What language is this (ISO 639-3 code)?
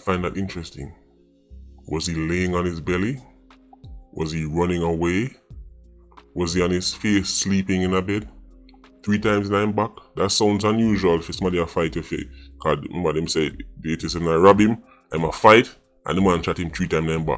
jam